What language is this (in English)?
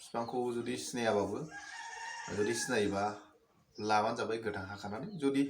Bodo